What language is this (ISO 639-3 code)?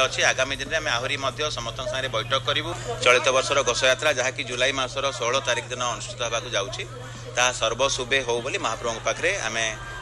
ori